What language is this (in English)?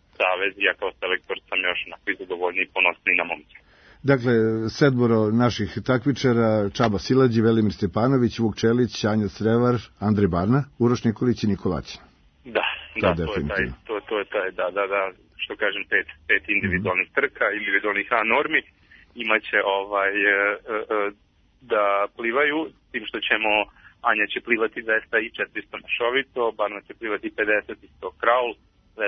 Serbian